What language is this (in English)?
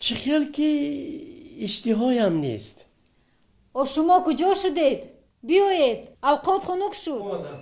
Tajik